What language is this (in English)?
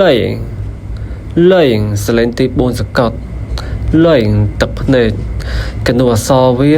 Khmer